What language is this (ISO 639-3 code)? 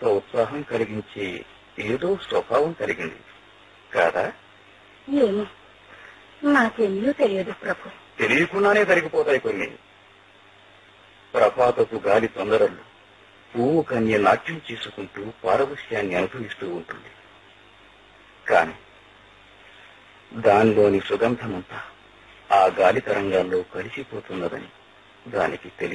tel